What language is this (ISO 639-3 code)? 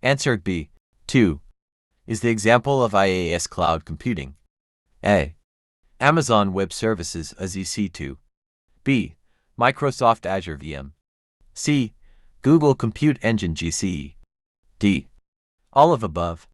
eng